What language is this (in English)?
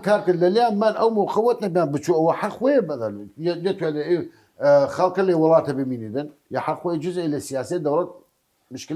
Southern Kurdish